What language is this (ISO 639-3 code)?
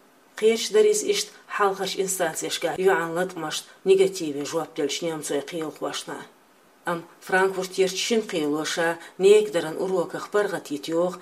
che